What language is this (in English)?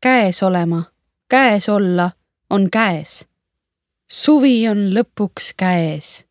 Estonian